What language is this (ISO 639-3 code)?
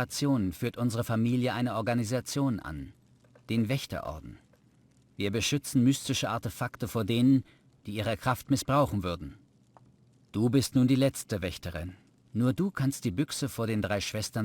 bar